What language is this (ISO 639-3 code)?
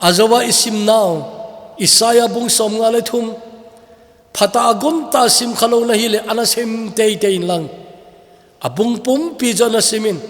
tcz